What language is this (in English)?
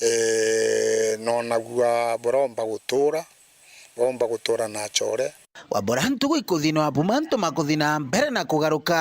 Meru